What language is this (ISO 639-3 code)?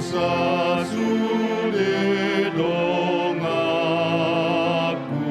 bbc